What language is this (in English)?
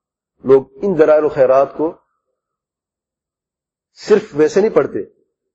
Urdu